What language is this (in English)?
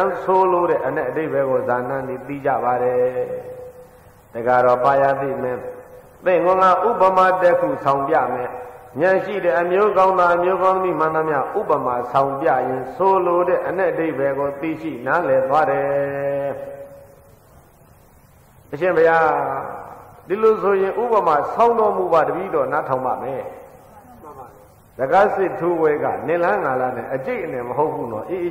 Burmese